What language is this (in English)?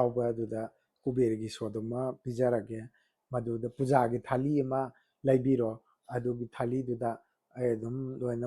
Manipuri